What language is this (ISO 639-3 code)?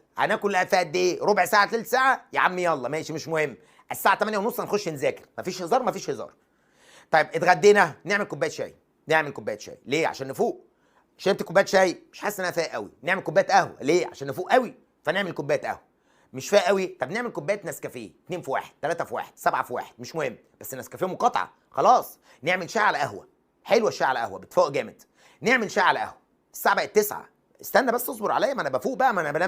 arz